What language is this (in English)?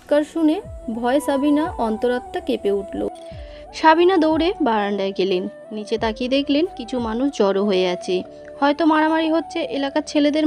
Bangla